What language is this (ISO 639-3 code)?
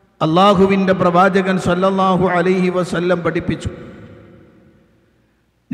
mal